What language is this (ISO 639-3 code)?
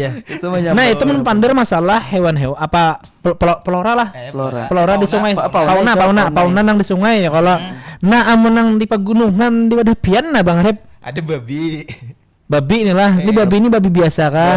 bjn